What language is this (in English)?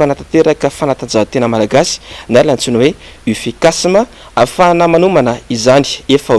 Malagasy